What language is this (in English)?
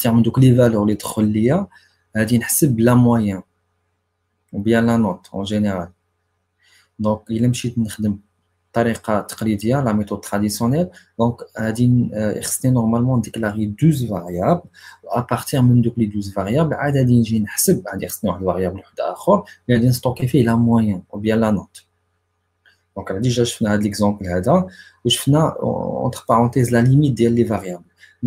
Moroccan Arabic